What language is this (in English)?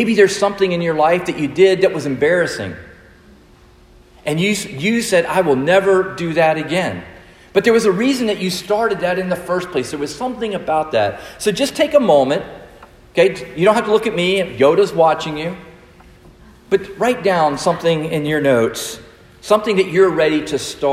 English